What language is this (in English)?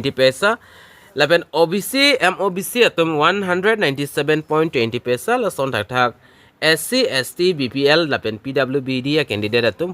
Karbi